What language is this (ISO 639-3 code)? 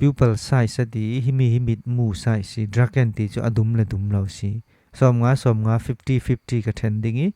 cfm